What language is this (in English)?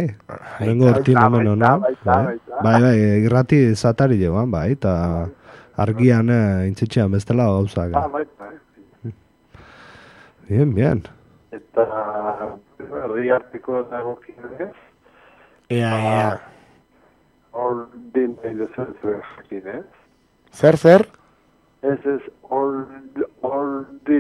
Basque